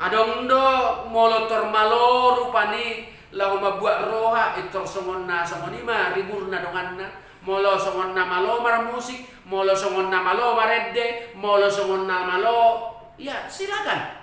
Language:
Batak Toba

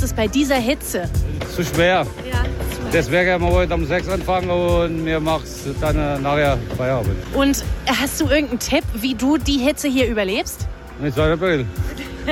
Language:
German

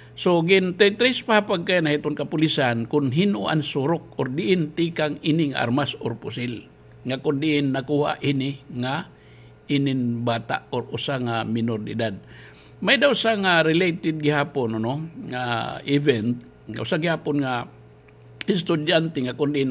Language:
Waray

